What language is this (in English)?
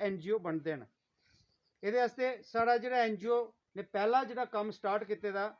Dogri